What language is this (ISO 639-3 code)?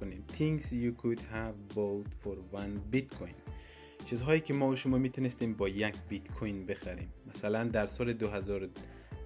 fas